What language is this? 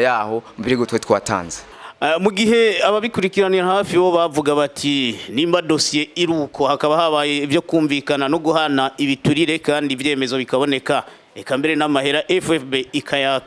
Rundi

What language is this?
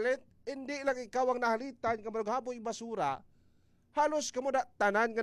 Hiligaynon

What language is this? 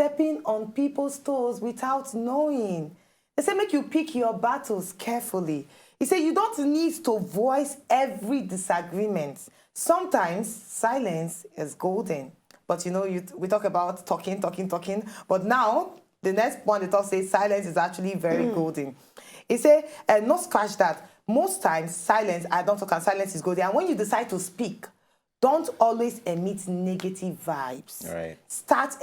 Nigerian Pidgin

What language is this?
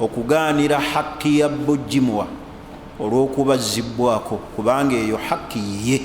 Ganda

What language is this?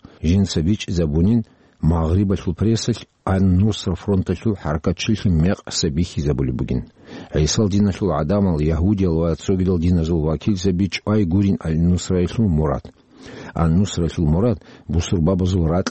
Avaric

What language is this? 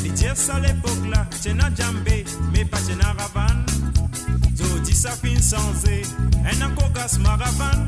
Morisyen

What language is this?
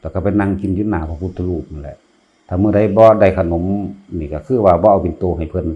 Northeastern Thai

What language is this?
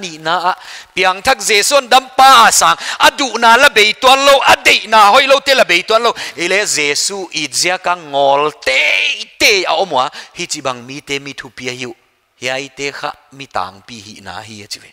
Paite Chin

